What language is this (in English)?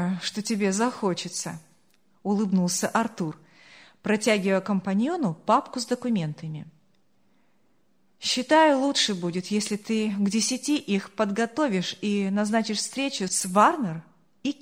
Russian